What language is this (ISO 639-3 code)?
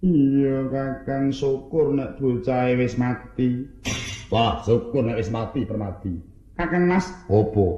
jav